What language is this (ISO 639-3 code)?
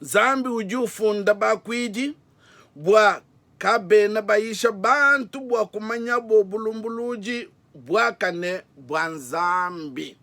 lua